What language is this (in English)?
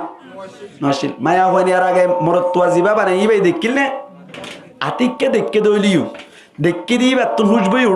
Rohingya